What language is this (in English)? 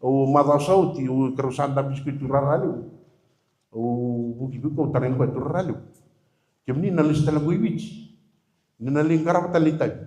Fijian